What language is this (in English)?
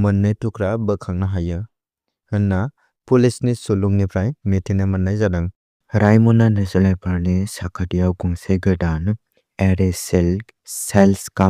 Bodo